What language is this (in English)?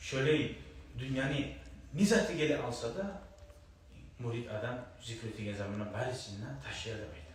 Kumyk